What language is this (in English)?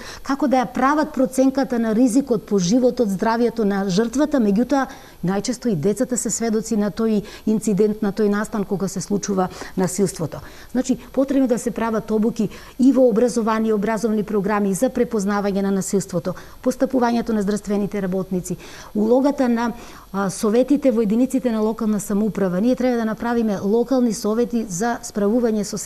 Macedonian